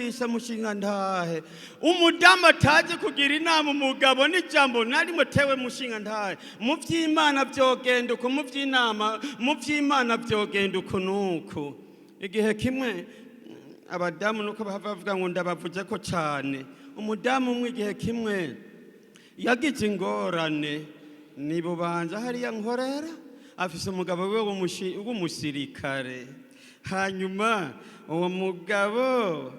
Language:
Rundi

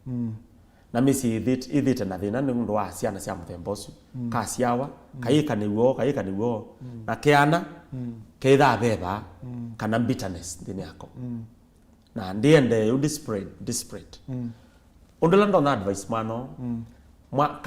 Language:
Kamba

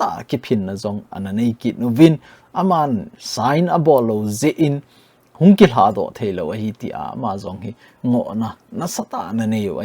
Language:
Thado Chin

